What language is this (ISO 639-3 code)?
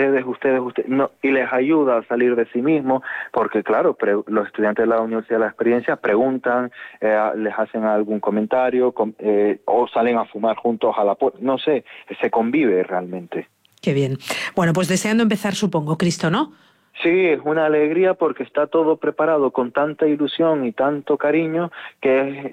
spa